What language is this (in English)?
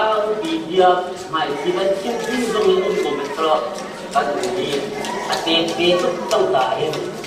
Hakha Chin